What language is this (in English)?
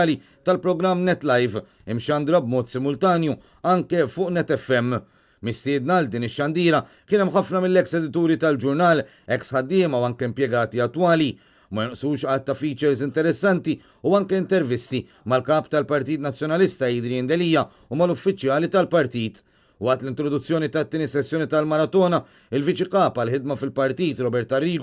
Maltese